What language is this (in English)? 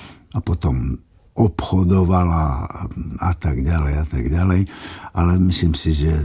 Slovak